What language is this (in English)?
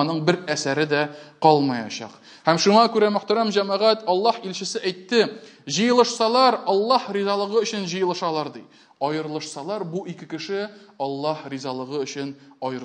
Tatar